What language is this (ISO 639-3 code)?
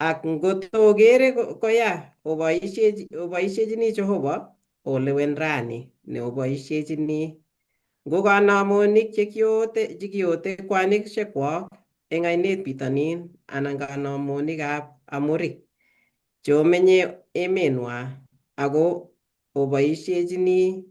kln